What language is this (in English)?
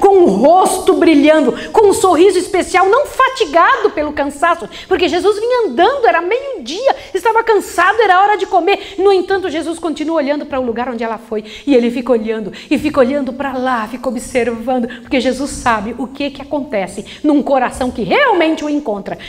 Portuguese